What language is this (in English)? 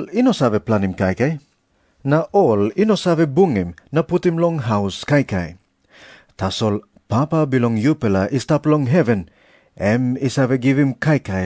Tok Pisin